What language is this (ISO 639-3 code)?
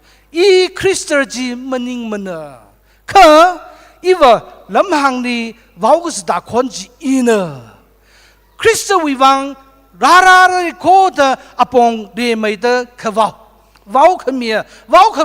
nmf